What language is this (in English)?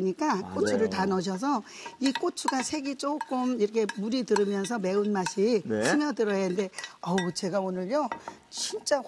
Korean